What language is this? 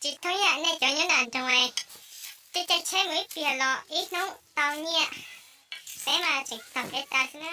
Hmong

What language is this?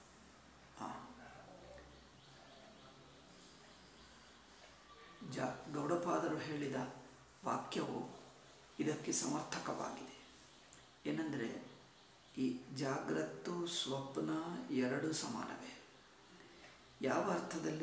Kannada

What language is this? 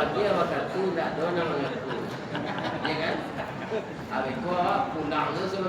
Minangkabau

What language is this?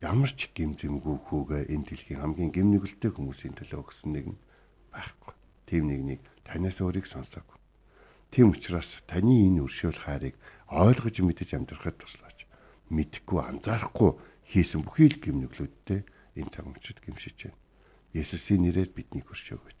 Mongolian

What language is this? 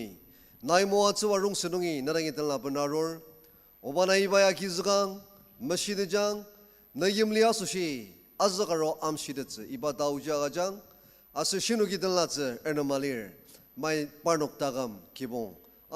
Ao Naga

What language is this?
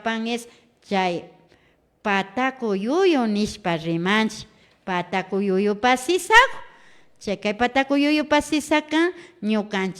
Imbabura Highland Quichua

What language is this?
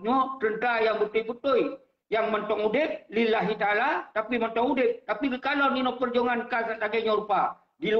Achinese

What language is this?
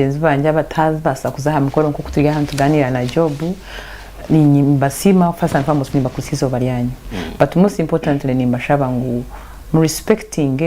Nyankole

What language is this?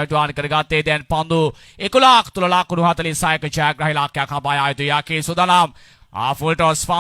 Sinhala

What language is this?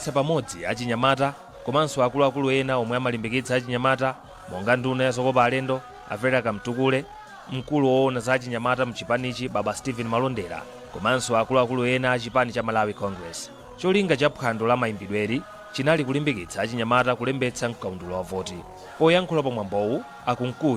Nyanja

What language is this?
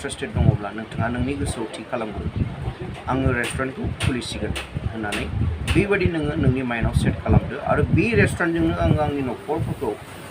Bodo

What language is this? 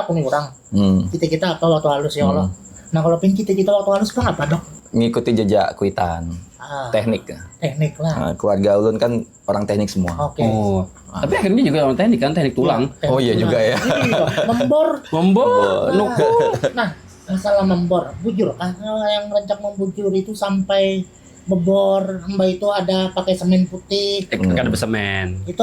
Banjar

